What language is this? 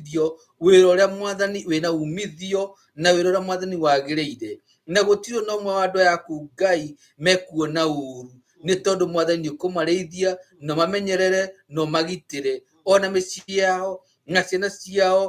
Kikuyu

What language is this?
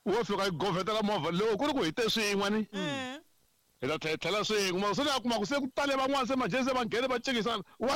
Tsonga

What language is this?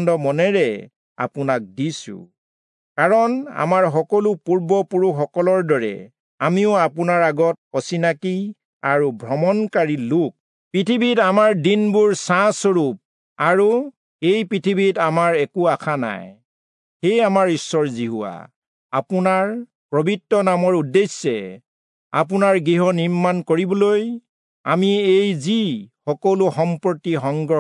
Assamese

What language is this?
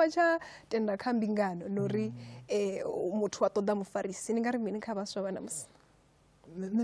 Venda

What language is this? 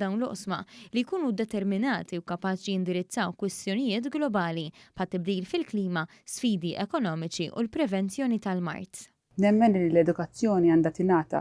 Maltese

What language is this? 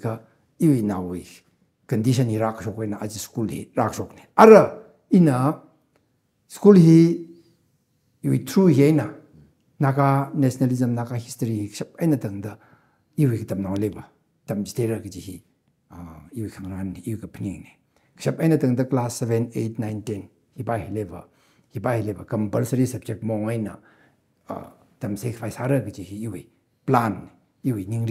Tangkhul Naga (India)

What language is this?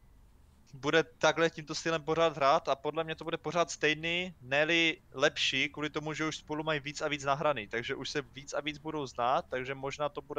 Czech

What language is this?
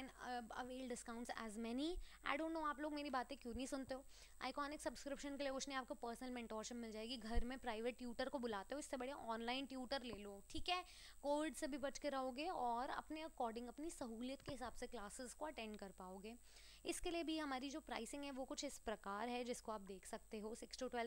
Hindi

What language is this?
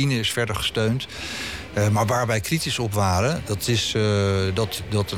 Dutch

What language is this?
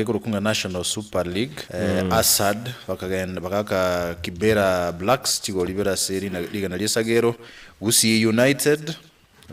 Gusii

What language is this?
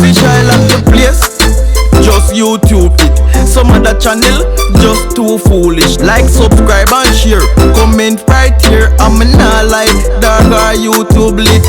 Jamaican Creole English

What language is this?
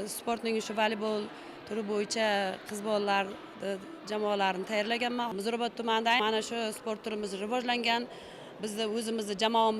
Uzbek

